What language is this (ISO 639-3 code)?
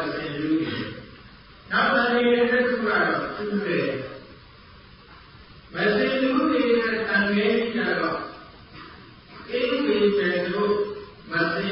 mya